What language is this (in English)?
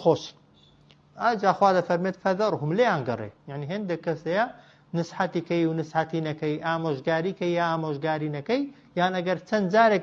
Central Kurdish